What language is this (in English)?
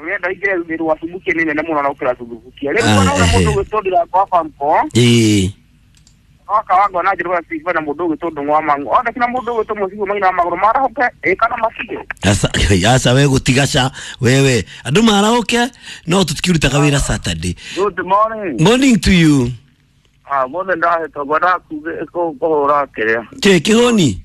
Kikuyu